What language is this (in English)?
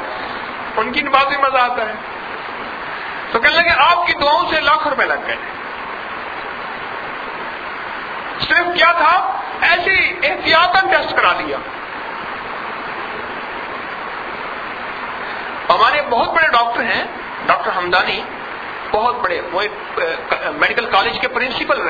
Urdu